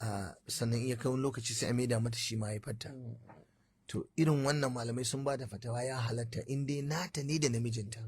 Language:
Hausa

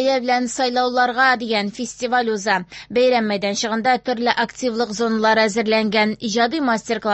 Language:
Tatar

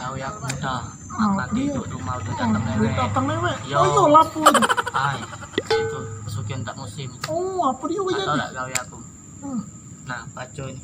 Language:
Musi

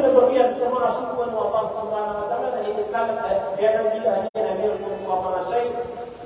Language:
Maranao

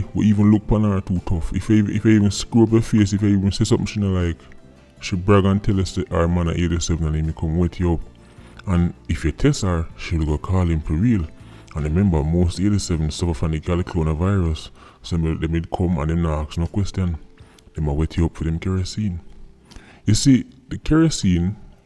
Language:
Jamaican Creole English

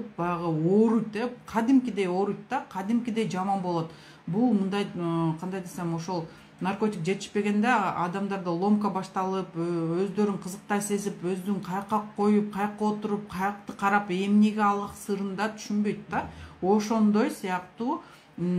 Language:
Kyrgyz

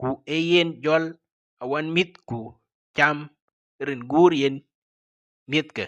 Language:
Dinka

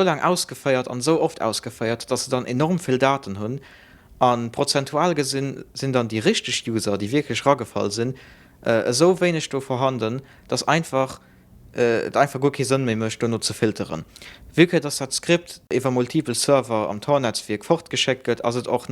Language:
Luxembourgish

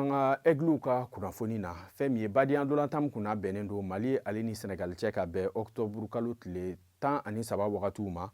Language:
Bambara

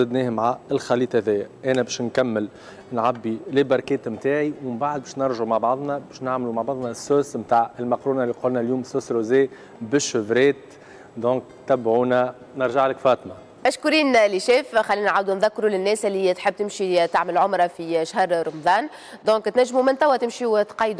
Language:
Tunisian Arabic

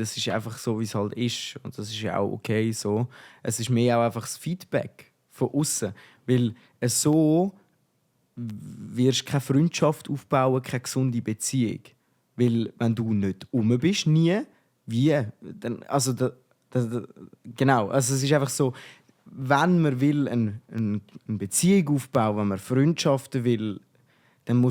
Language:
Swiss German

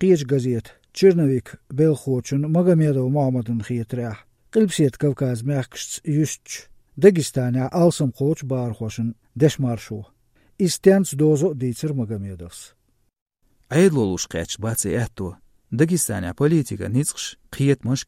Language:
Chechen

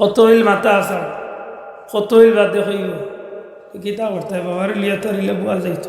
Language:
Sylheti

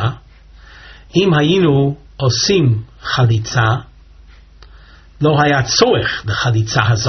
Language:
Hebrew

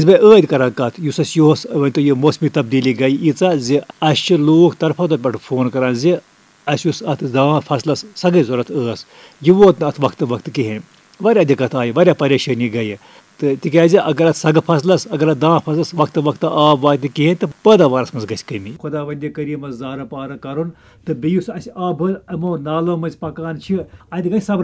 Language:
Kashmiri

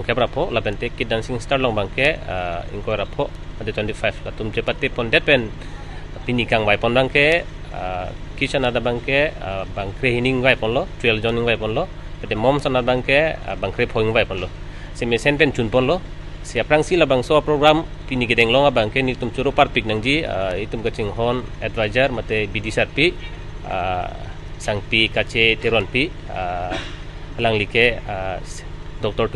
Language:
Karbi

